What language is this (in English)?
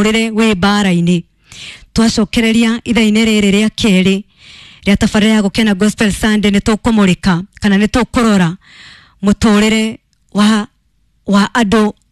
Kikuyu